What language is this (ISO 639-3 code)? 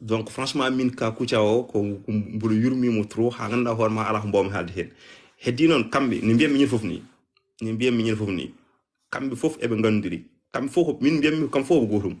ful